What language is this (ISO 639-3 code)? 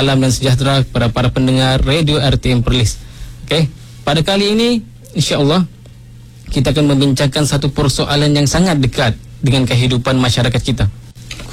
msa